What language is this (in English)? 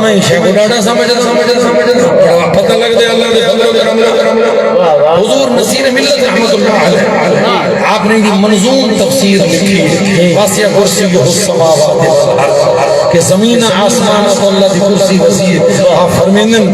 Saraiki